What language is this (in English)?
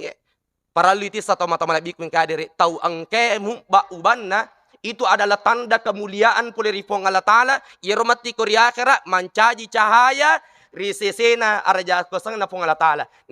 Buginese